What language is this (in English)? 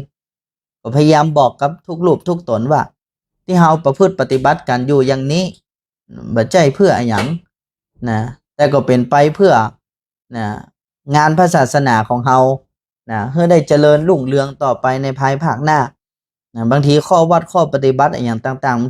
Northern Thai